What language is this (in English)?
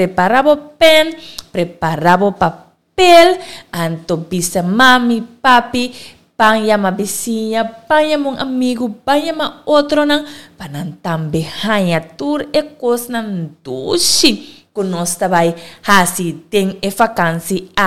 Papiamento